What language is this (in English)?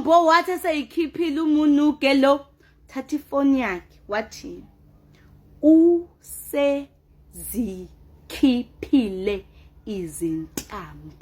Zulu